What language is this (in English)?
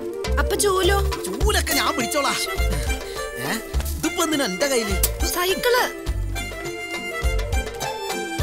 Malayalam